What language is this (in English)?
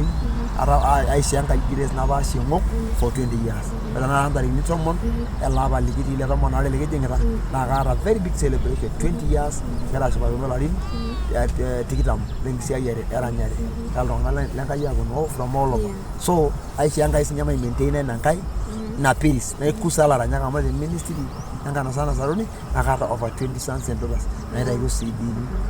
Masai